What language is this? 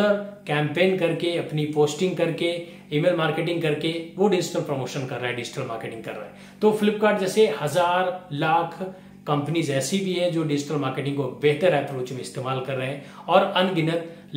Hindi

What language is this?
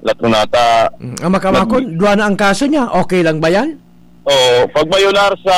Bikol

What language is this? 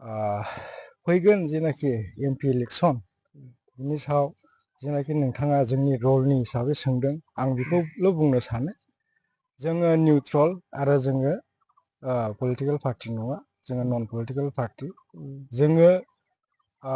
Bodo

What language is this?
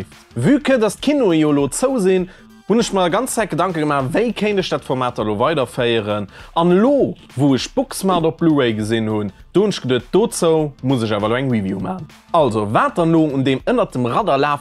Luxembourgish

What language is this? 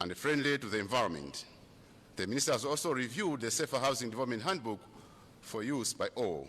Nyanja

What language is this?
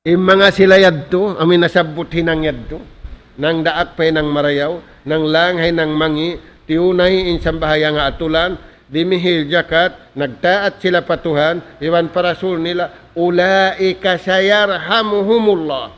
Tausug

